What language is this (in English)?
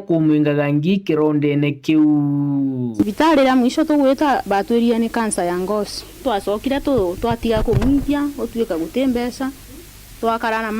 Meru